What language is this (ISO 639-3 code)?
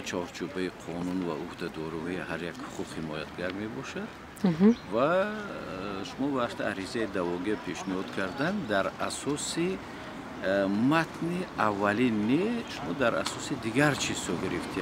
tgk